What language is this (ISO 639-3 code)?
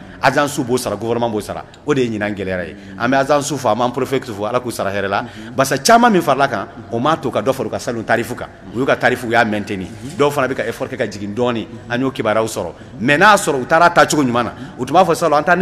bam